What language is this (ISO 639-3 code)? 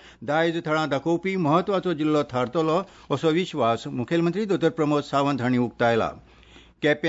kok